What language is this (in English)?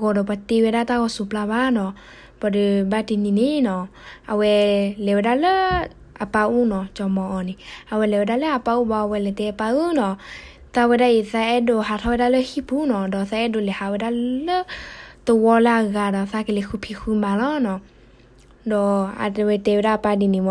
S'gaw Karen